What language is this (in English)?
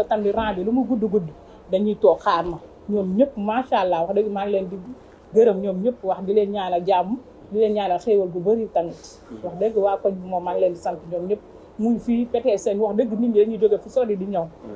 Wolof